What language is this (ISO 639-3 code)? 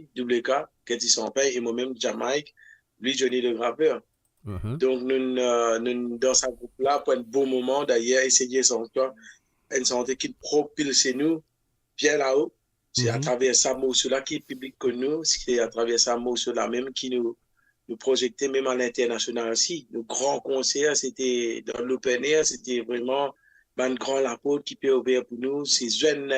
mfe